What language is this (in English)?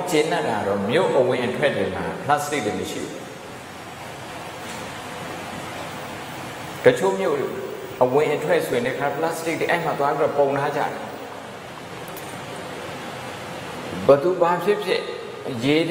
Burmese